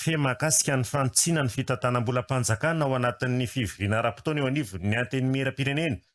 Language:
Malagasy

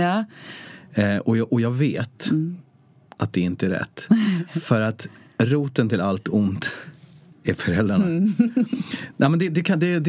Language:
Swedish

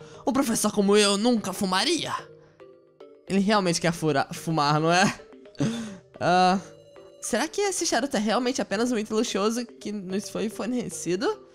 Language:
Portuguese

